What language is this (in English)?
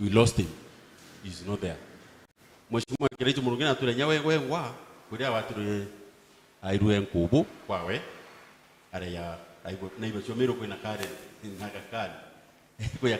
Meru